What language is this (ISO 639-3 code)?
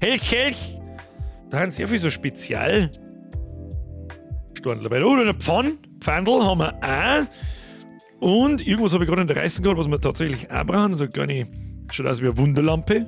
bar